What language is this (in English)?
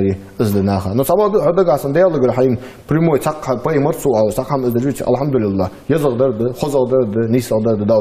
Ingush